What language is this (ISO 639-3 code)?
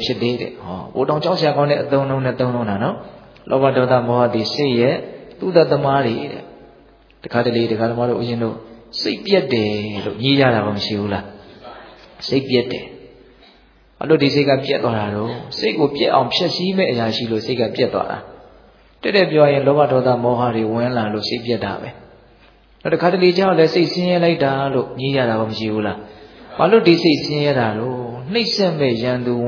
mya